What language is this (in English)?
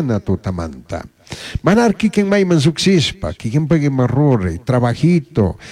Chimborazo Highland Quichua